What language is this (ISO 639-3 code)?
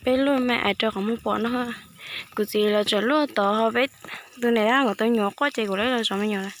hmn